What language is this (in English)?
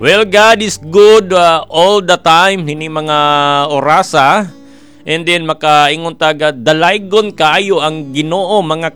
Cebuano